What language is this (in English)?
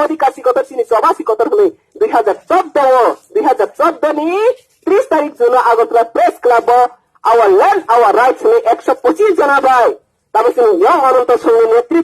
Riang (India)